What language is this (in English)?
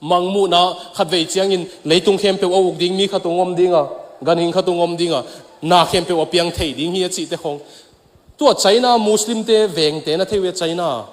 Tedim Chin